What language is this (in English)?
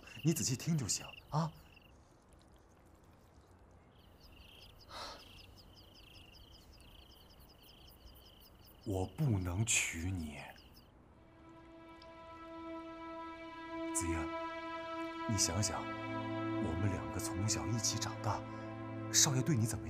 Chinese